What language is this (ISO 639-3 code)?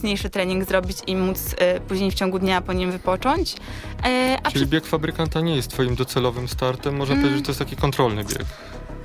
pol